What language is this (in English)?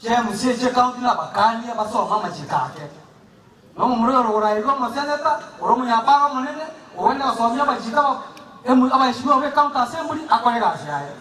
Gusii